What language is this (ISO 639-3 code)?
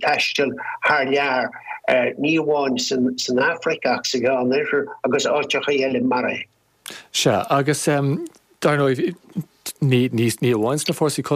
gle